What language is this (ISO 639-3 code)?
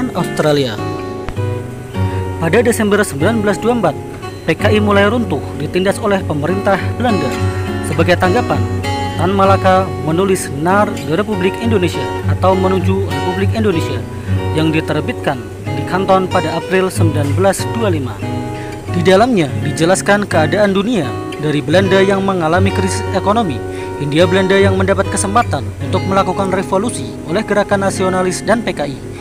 ind